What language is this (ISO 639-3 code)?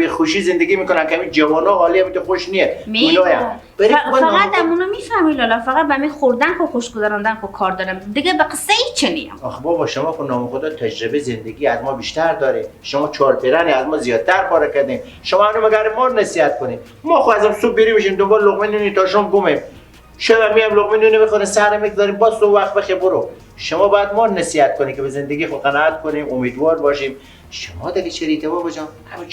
fas